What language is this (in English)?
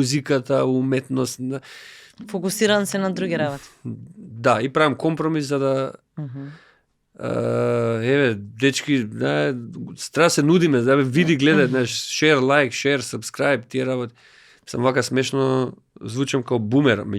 Macedonian